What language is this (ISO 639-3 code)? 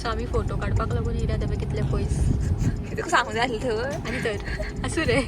kok